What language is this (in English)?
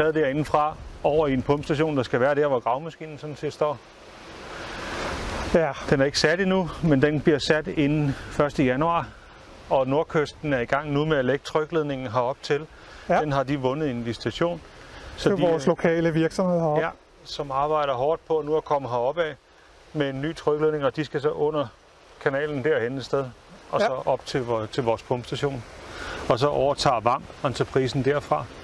Danish